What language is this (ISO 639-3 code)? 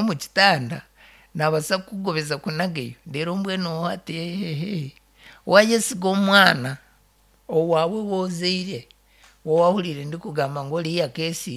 nyn